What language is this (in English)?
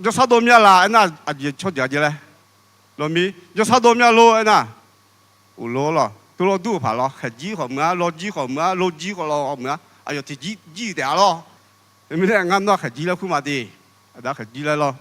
Akha